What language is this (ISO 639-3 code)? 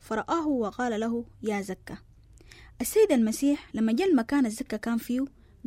apd